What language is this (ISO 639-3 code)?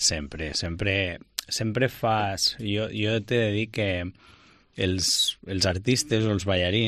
cat